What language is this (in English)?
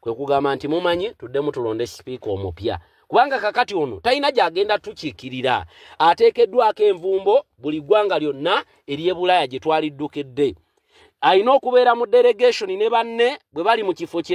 Ganda